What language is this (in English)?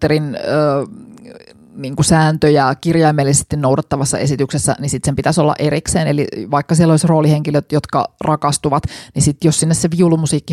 Finnish